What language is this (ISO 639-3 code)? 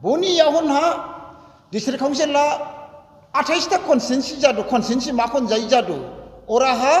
dis